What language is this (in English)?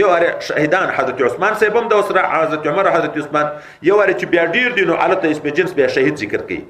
Pashto